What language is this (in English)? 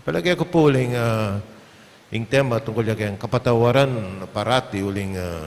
Pampanga